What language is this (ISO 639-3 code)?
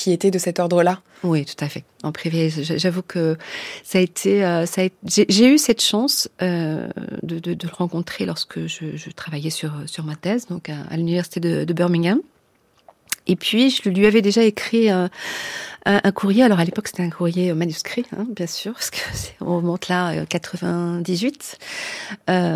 fra